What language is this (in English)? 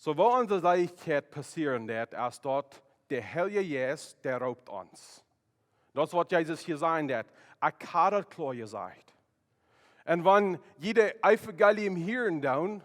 Plautdietsch